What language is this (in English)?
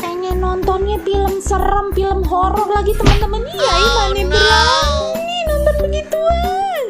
Betawi